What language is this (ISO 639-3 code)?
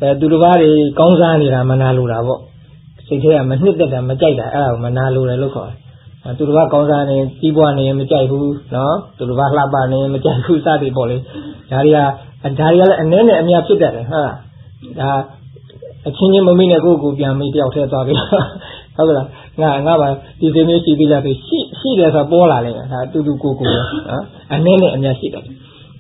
mya